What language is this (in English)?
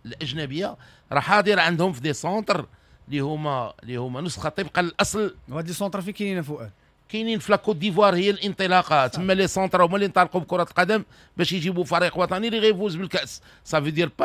Moroccan Arabic